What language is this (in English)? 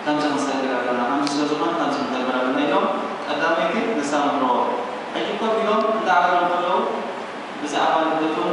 Tigrinya